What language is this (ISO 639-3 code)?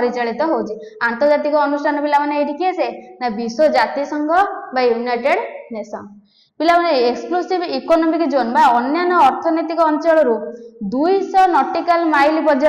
ori